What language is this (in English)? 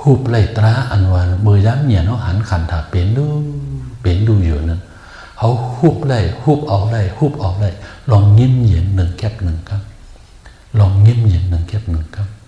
Shan